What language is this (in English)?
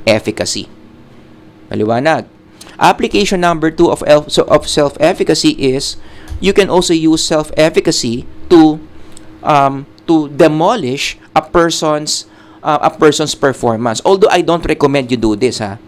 Filipino